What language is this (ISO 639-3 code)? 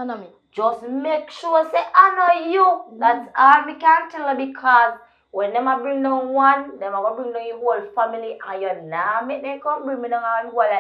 jam